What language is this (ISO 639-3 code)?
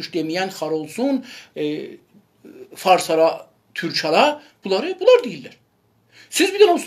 azb